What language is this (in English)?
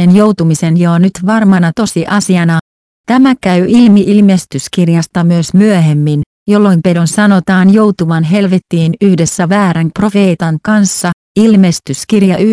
Finnish